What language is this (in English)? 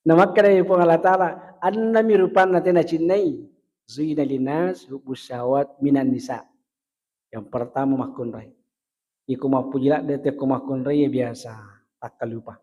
Buginese